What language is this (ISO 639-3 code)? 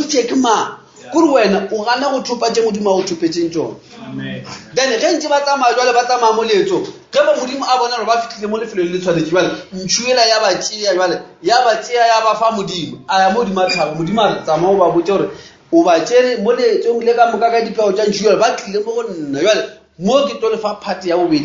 nso